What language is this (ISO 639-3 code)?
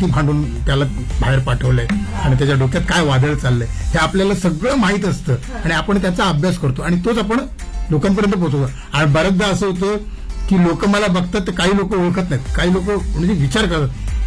mar